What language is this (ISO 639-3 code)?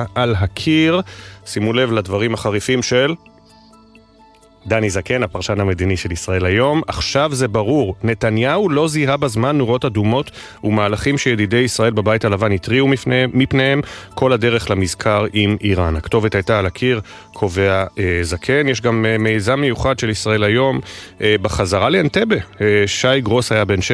heb